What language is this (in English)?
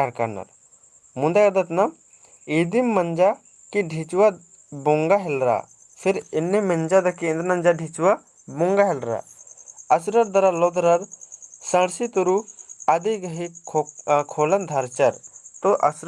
Kurukh